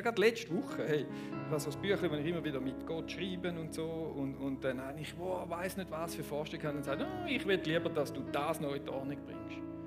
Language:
Swiss German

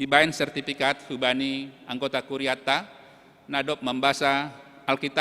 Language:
Batak Simalungun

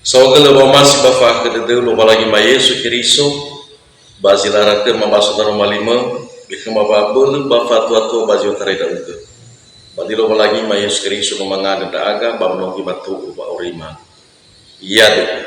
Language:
Nias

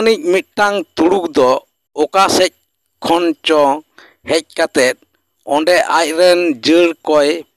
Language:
Santali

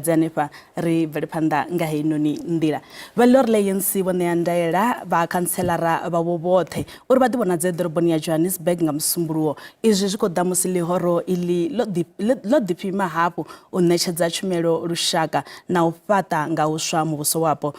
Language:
Venda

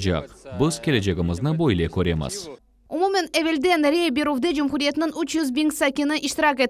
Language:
Crimean Tatar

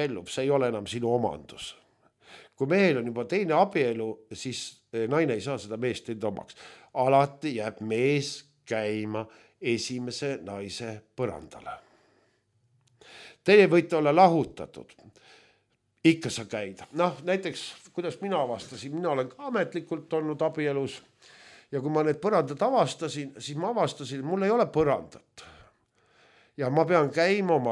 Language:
Estonian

